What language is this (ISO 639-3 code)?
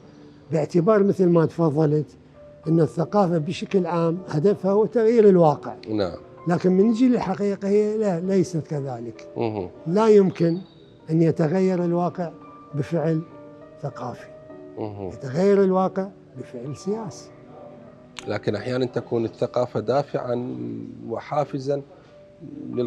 acm